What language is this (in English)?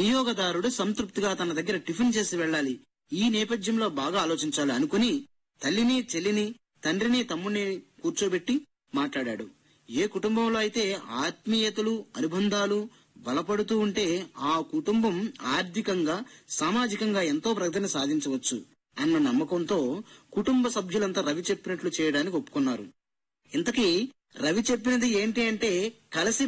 Telugu